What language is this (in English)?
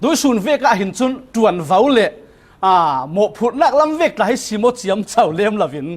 Falam Chin